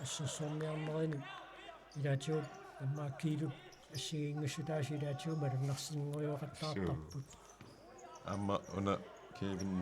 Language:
Kalaallisut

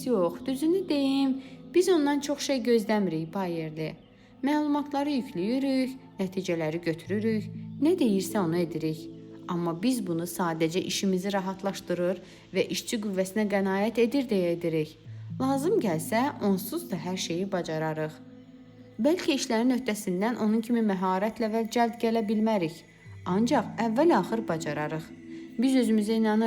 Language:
Azerbaijani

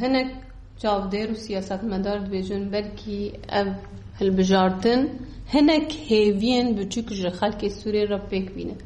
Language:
Kurdish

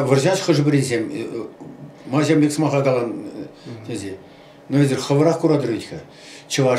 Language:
Chuvash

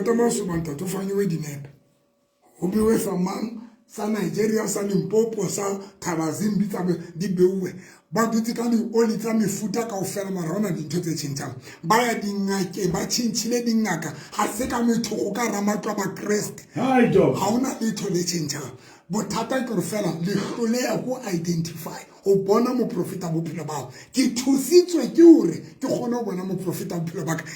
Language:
Southern Sotho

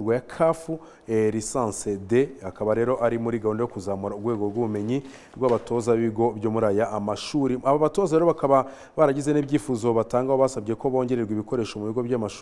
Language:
Kinyarwanda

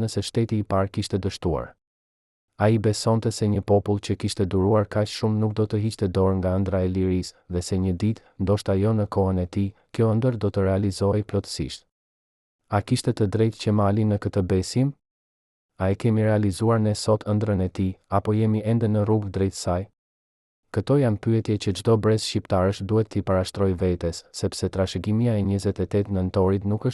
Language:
Albanian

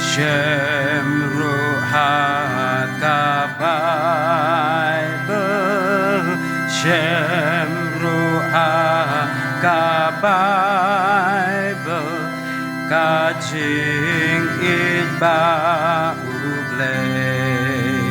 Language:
Khasi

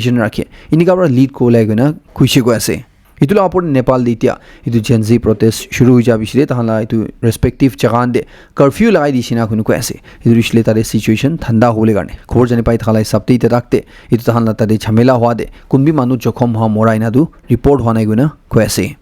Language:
Naga Pidgin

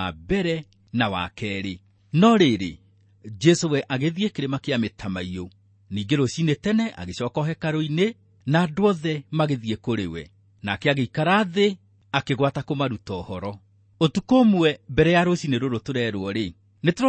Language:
Kikuyu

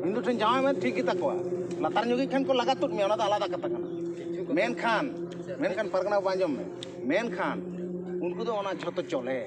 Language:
Santali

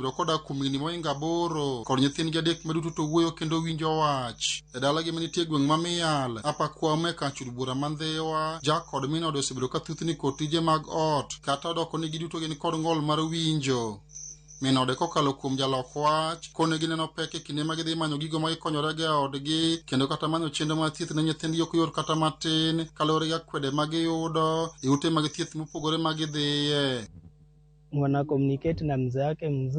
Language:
Luo (Kenya and Tanzania)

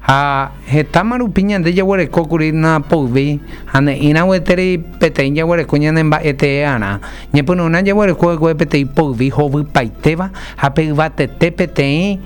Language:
Guarani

